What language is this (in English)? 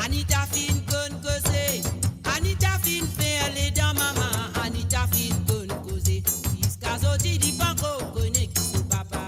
Morisyen